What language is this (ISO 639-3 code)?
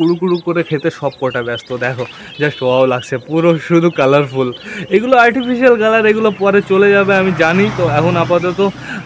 ben